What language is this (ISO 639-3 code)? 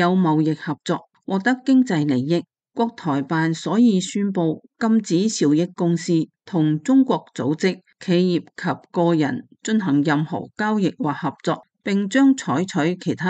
yue